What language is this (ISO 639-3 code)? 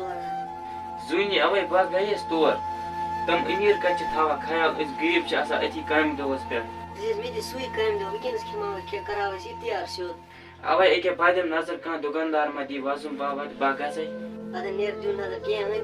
kas